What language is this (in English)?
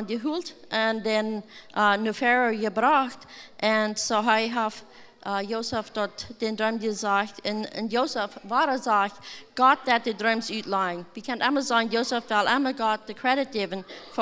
Plautdietsch